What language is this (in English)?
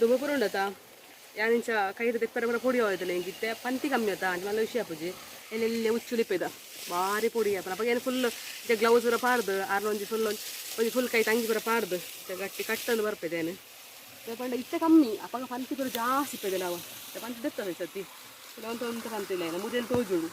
Tulu